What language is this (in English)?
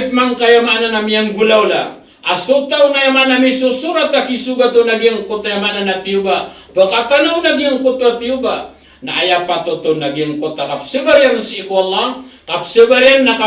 Maranao